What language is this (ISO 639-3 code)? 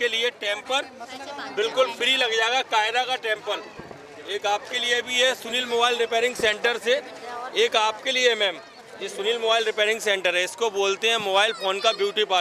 hin